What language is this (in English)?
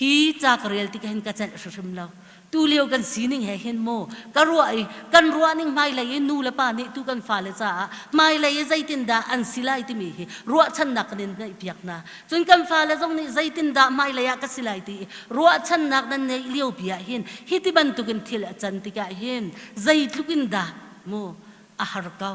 Hakha Chin